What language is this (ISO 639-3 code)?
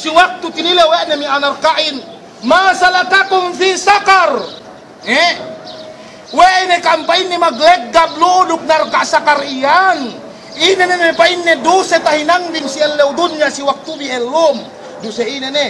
yka